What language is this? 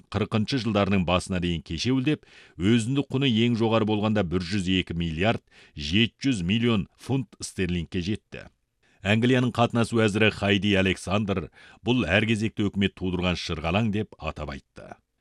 Kazakh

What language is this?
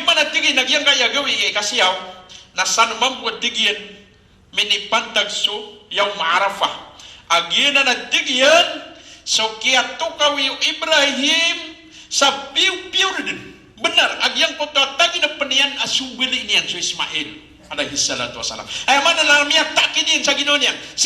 Maranao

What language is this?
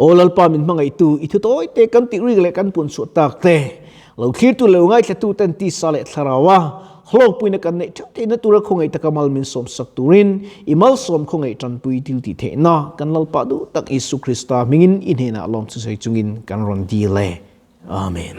Mizo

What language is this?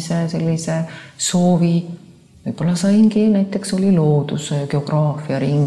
Estonian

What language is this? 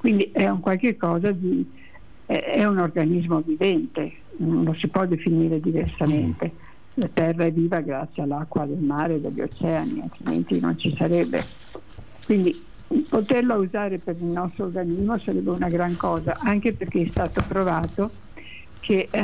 Italian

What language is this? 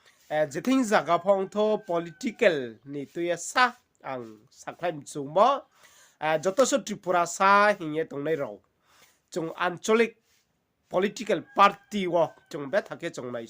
Riang (India)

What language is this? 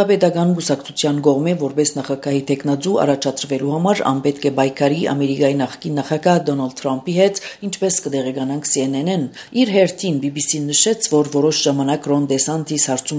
Armenian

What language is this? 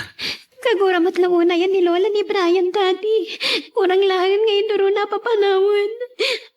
Iloko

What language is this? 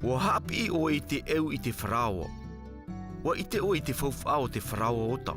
Tahitian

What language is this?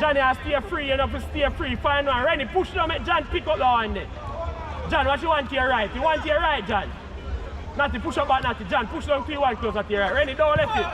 Jamaican Creole English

